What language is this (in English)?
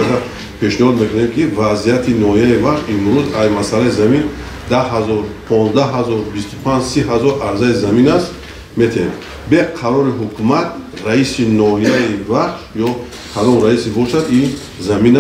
Tajik